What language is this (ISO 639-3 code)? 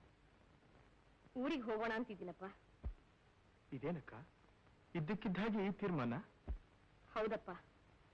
kan